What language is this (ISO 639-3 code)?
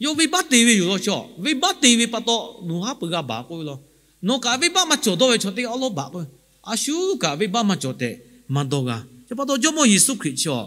lhu